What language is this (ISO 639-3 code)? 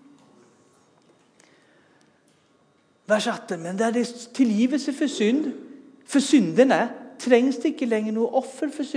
nor